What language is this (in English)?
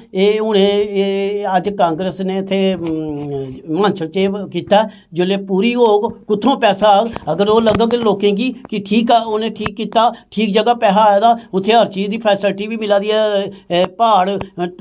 Dogri